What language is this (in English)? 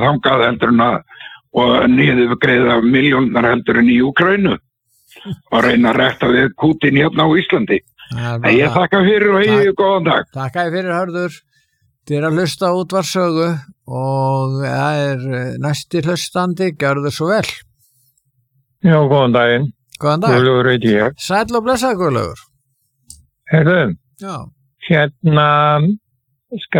Icelandic